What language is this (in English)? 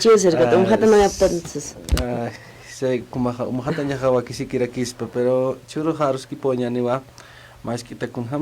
Aymara